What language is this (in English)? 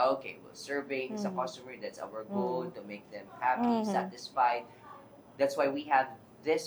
Hiligaynon